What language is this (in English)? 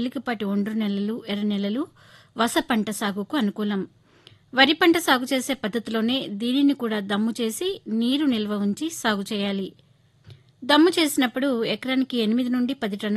Telugu